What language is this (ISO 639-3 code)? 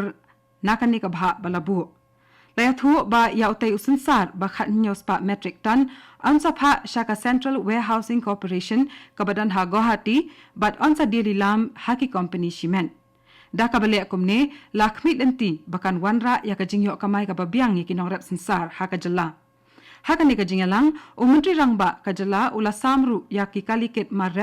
kha